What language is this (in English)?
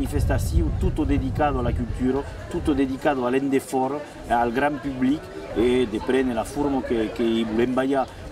Occitan